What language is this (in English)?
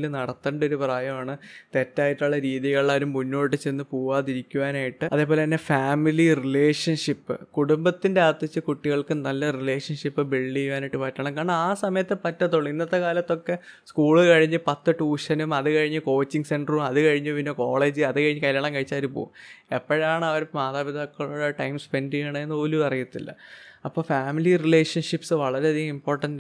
Malayalam